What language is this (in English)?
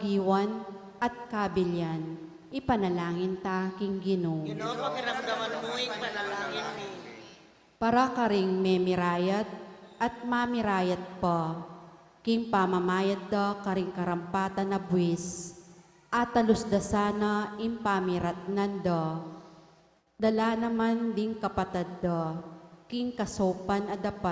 Pampanga